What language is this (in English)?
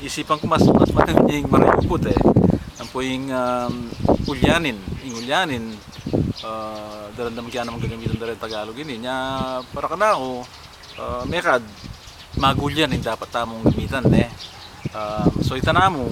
Pampanga